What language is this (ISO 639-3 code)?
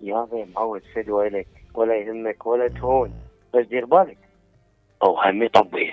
acm